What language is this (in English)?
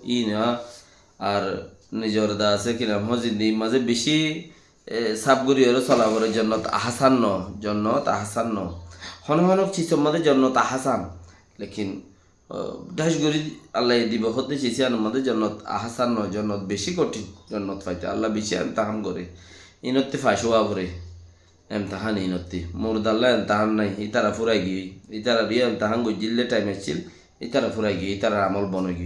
Rohingya